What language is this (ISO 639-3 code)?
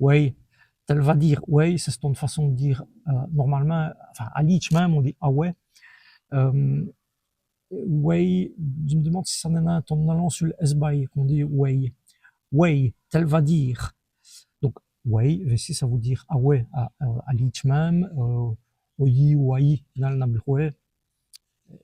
wln